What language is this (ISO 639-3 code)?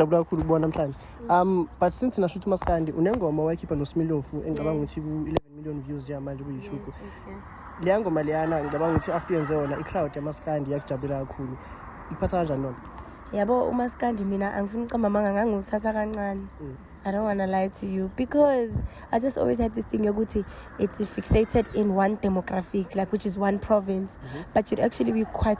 zul